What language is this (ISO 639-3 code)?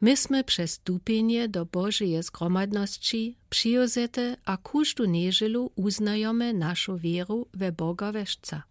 dsb